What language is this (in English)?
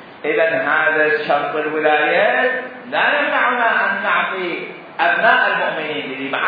Mesopotamian Arabic